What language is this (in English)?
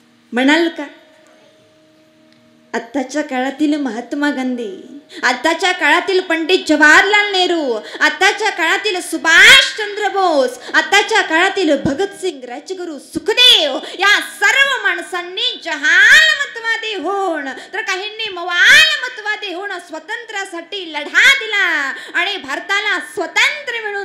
Marathi